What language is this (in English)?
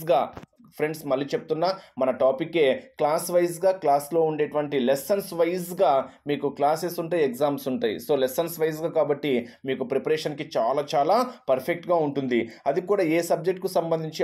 Telugu